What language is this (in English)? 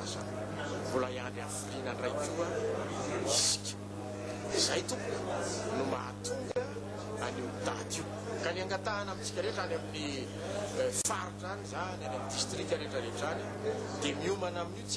Malagasy